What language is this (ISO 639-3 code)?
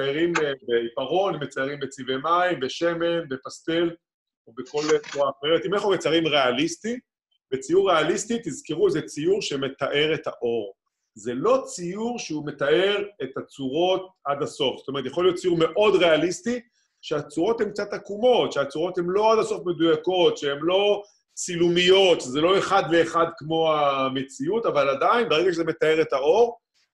heb